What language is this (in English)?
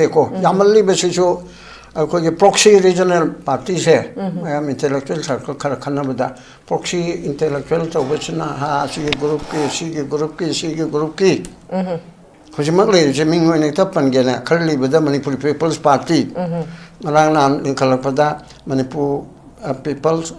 Manipuri